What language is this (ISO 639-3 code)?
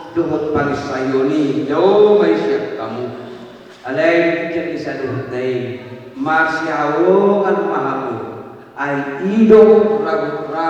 bbc